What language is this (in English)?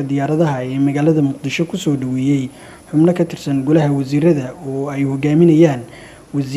Somali